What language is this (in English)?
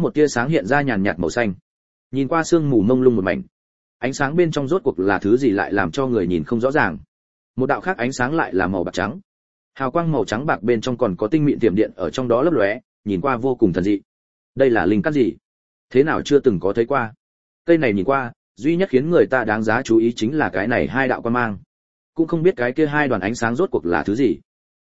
Vietnamese